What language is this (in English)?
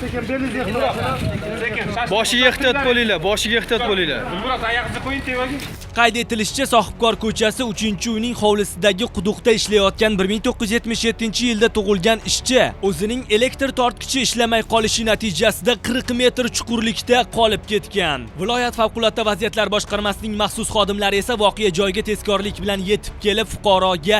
Uzbek